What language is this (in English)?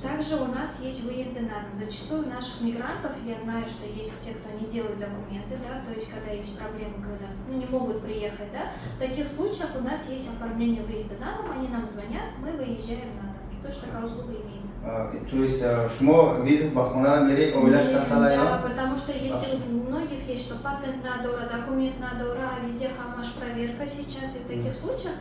Tajik